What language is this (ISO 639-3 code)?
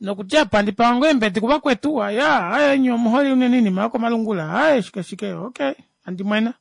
kua